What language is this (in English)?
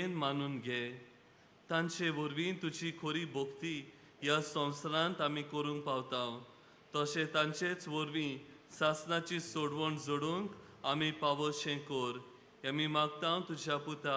Konkani